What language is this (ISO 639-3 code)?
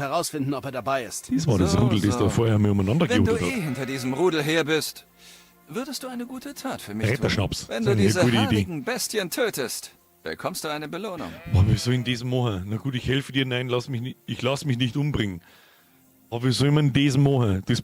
bar